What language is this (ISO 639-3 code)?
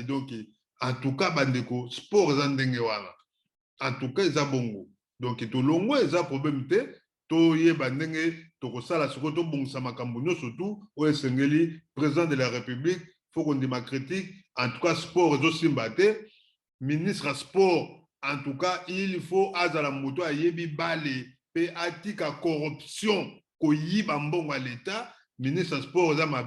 lin